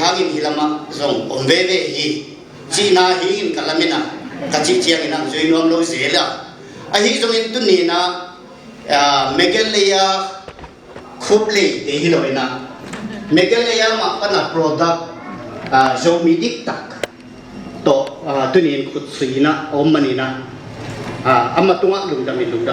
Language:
Paite Chin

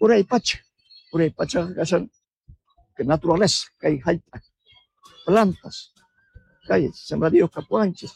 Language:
South Bolivian Quechua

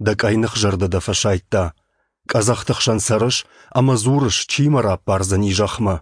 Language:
Ossetic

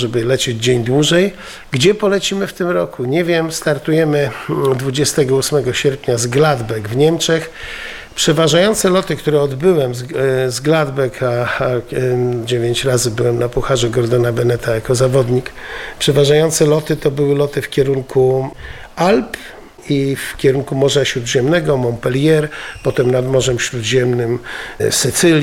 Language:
Polish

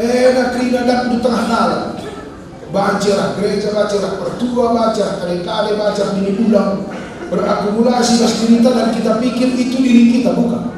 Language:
Batak Karo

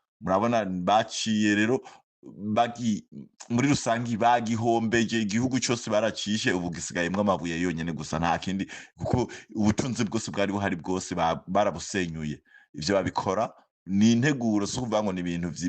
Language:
Rundi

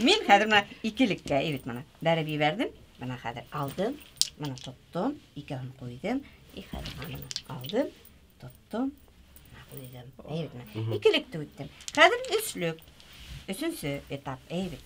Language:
Bashkir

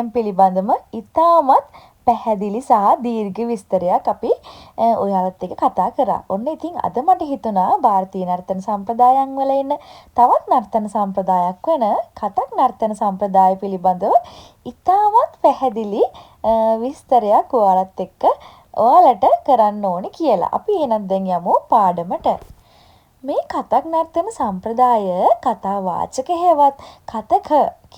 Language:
Sinhala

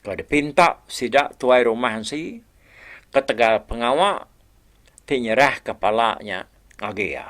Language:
Iban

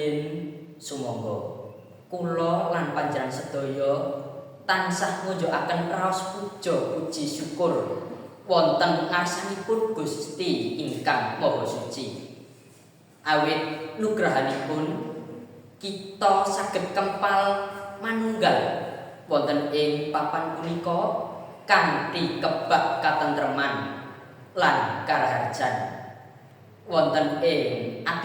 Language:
Javanese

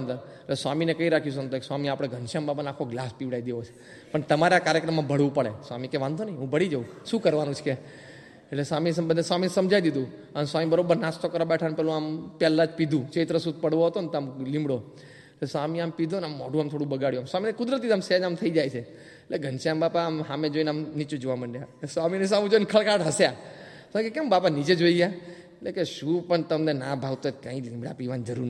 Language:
Gujarati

